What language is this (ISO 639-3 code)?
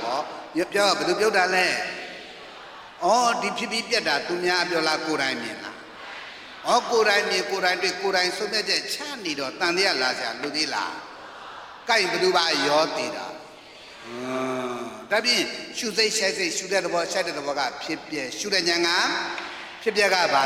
mya